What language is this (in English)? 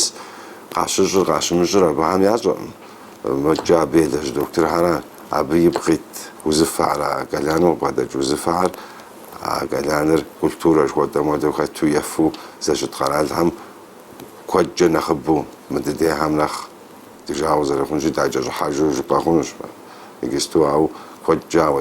Kabardian